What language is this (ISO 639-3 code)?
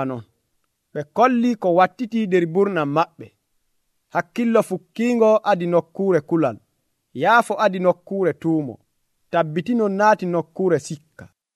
fuv